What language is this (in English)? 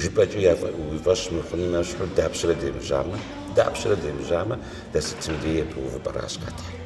Kabardian